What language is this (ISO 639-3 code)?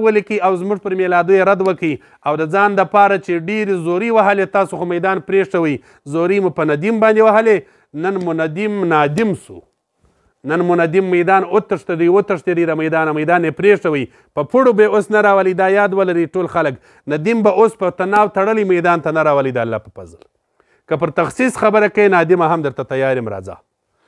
pus